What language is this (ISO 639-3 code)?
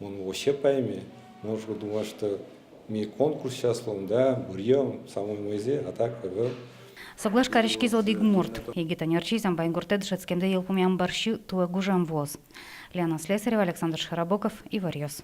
udm